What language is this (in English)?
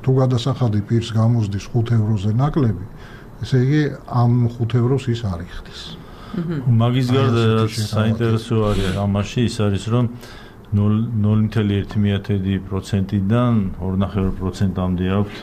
Georgian